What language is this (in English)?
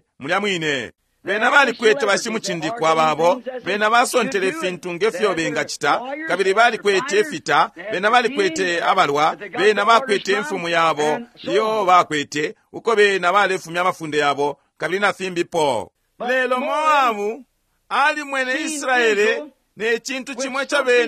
Bemba